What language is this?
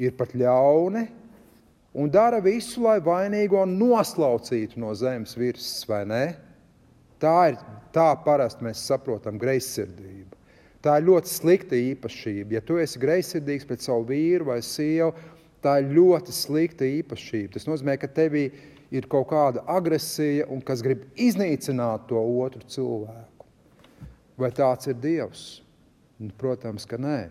Latvian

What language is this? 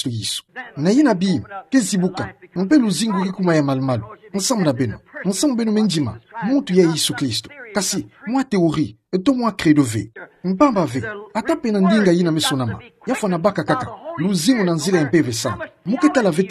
Kituba (Democratic Republic of Congo)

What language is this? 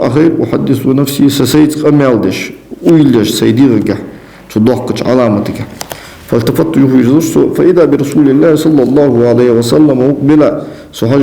Ingush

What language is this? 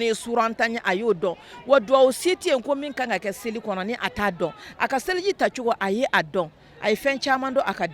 Bambara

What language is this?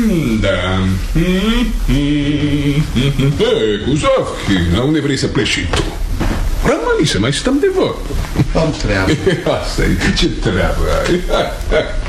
Romanian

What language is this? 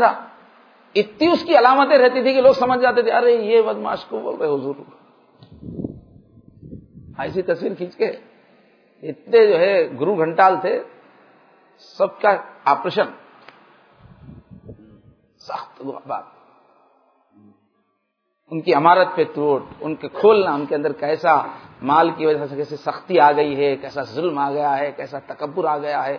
Urdu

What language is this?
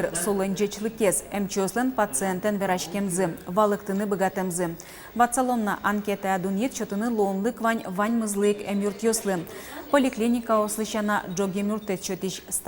Udmurt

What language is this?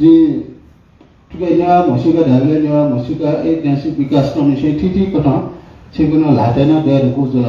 Newari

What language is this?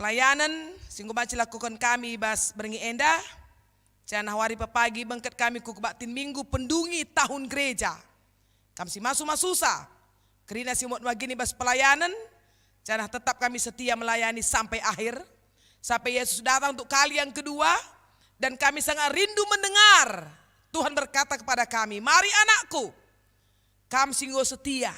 Batak Karo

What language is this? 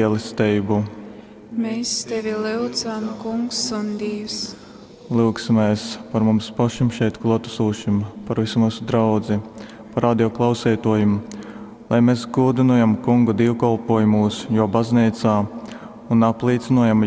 Latgalian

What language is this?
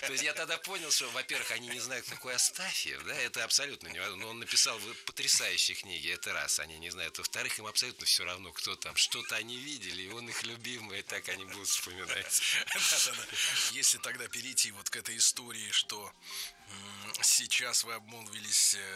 Russian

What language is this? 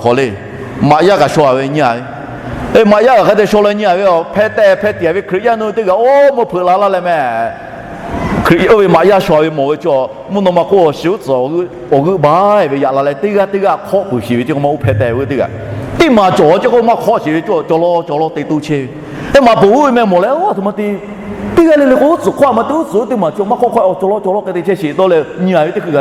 Lahu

